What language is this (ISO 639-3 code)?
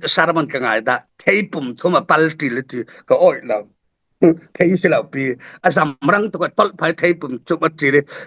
cfm